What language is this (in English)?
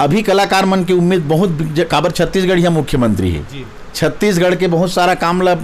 Chhattisgarhi